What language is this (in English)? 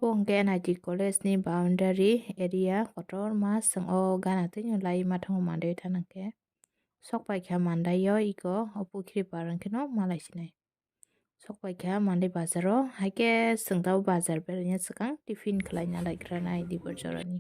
Kok Borok